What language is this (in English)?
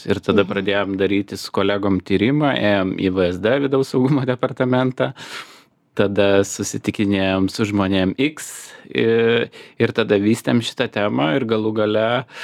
Lithuanian